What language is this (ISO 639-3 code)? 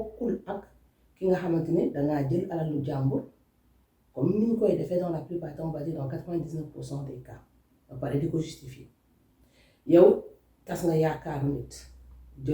wol